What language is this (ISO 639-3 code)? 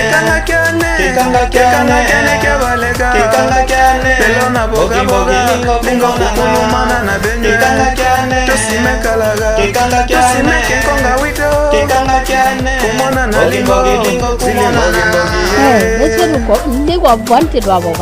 lea